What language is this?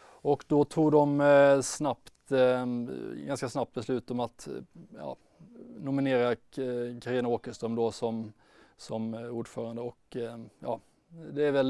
Swedish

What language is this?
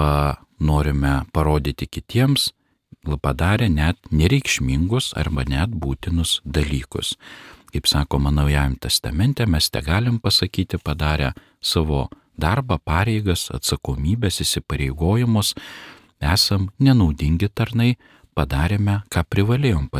Lithuanian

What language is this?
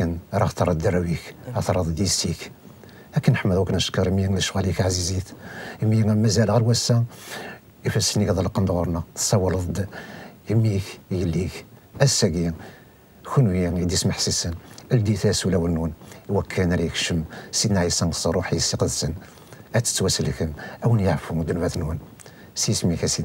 Kabyle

